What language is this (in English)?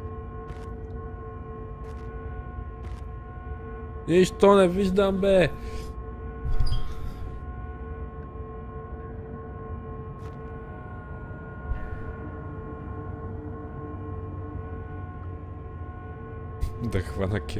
Bulgarian